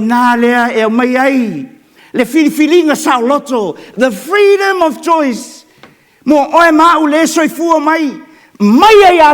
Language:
Samoan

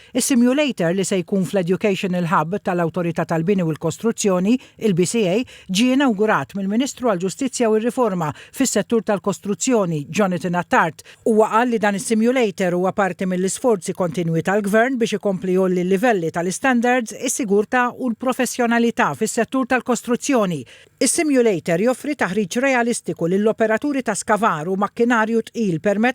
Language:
Maltese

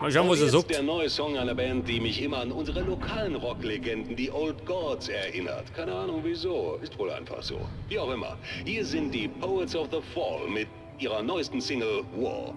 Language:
Bavarian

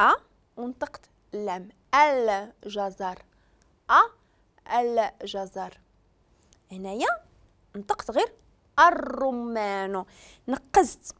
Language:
Moroccan Arabic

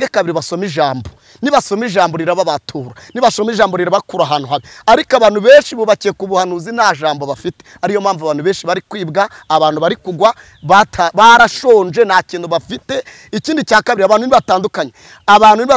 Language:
Kinyarwanda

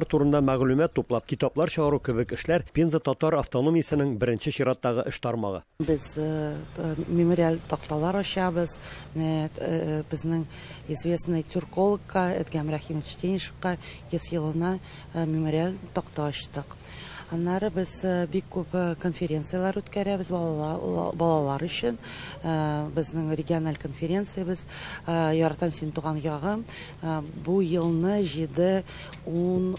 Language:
Tatar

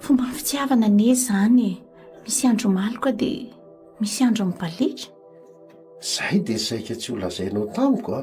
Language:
Malagasy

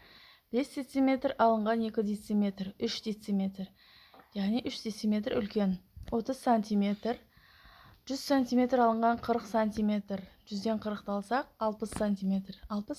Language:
Kazakh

